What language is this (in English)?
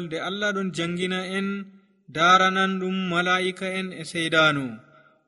Nigerian Fulfulde